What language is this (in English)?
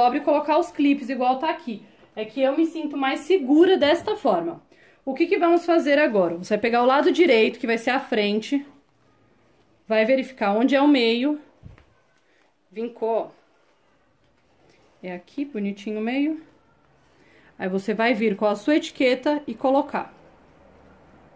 Portuguese